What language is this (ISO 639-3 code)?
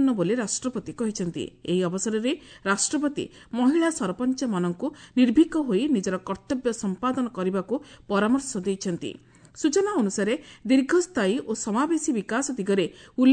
ori